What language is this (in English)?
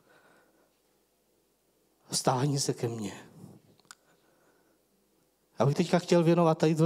Czech